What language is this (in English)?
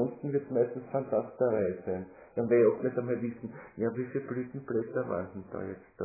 German